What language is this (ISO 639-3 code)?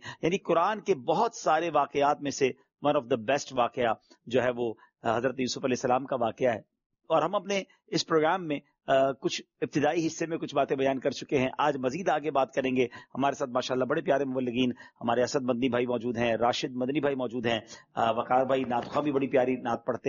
urd